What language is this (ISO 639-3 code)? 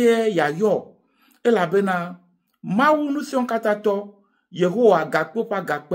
ewe